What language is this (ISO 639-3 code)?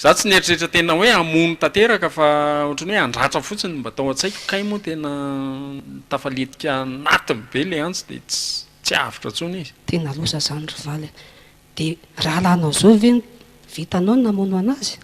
mlg